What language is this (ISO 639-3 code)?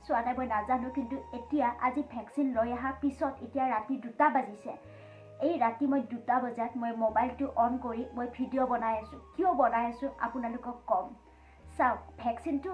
asm